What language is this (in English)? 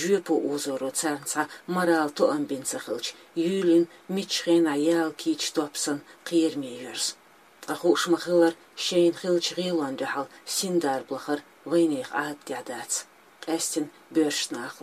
Chechen